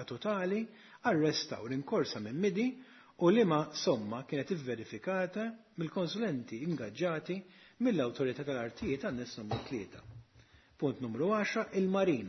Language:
Maltese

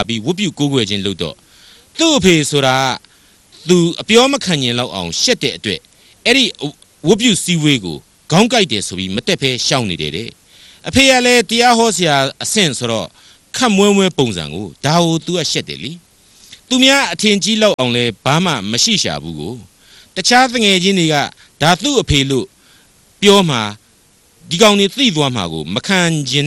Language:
Burmese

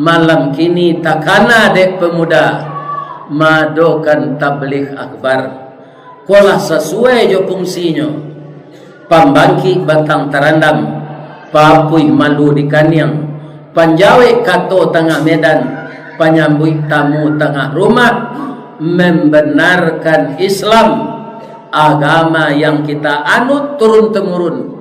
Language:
Minangkabau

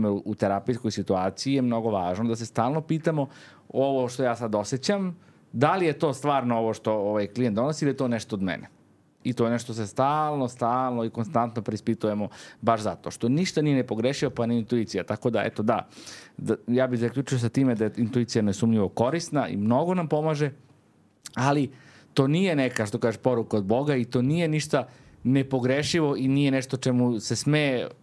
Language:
Serbian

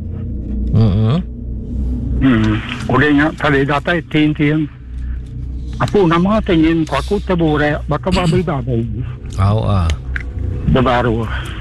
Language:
Iban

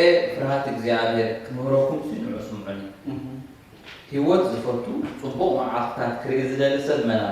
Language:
Tigrinya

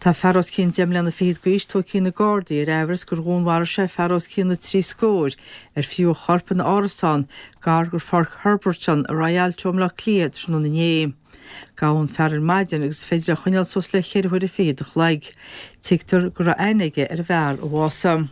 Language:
Irish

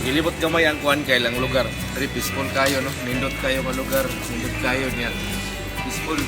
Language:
Cebuano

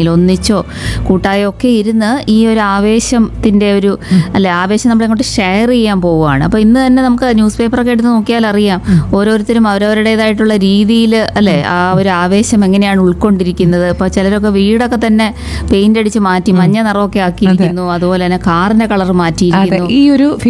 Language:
Malayalam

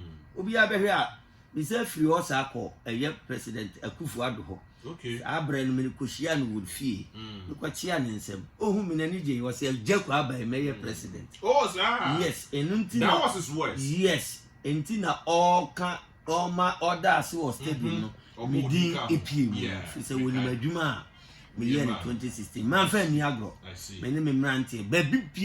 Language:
Akan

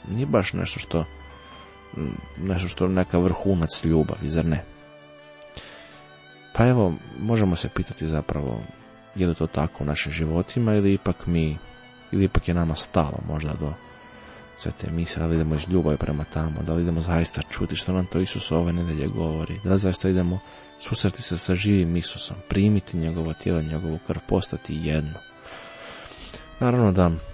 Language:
Croatian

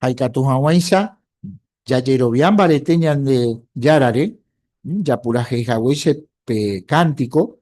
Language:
Guarani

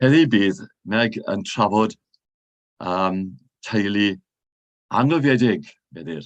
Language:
Welsh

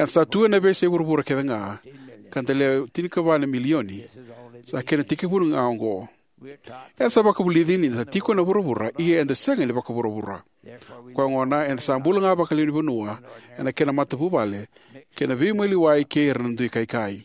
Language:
Fijian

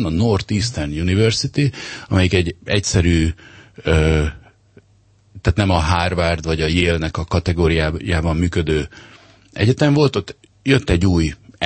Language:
Hungarian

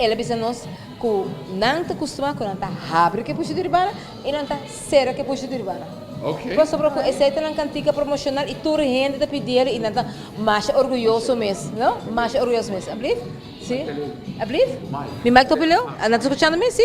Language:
Papiamento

